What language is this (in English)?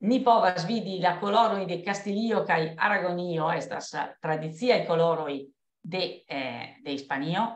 Esperanto